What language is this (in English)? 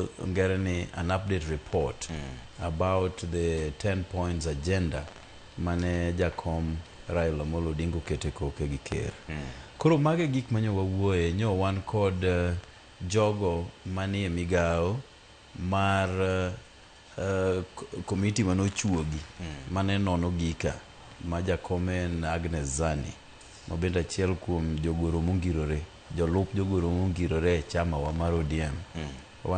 Luo (Kenya and Tanzania)